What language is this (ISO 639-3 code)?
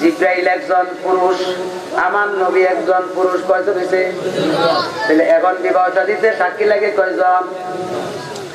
ben